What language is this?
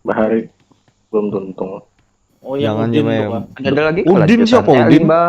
Banjar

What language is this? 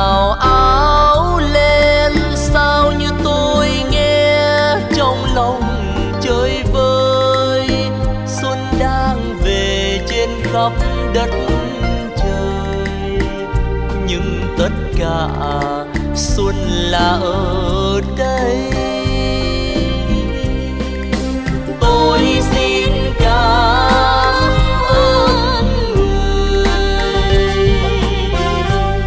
Vietnamese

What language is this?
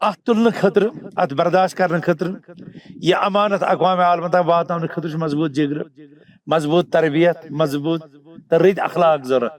Kashmiri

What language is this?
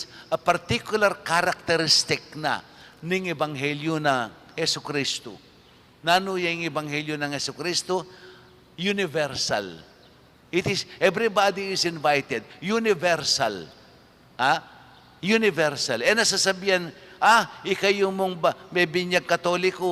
Pampanga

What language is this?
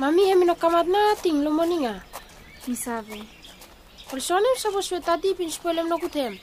Bislama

